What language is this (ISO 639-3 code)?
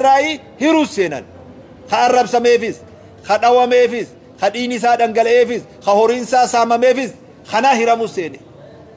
orm